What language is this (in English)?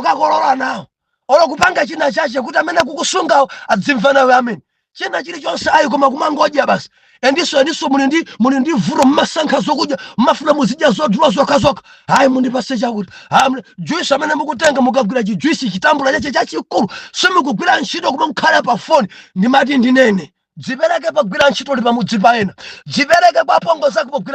Nyanja